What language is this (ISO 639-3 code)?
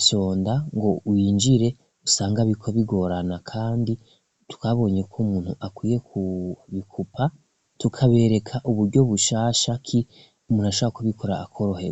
run